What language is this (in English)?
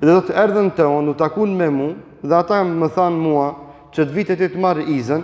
Albanian